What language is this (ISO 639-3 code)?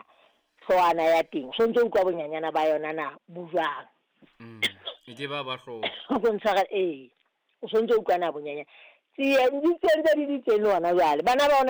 sot